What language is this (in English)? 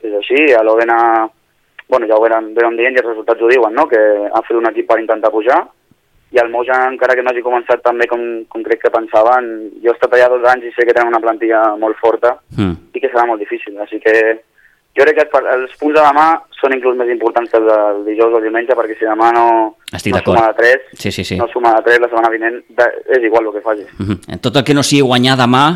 Catalan